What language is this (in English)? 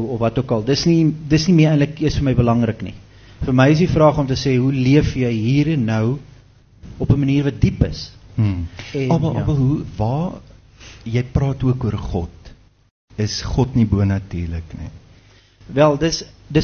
Afrikaans